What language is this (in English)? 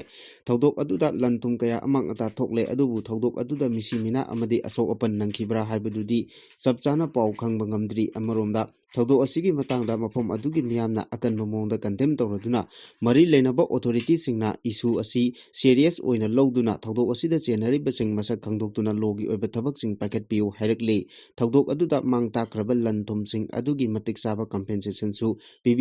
Manipuri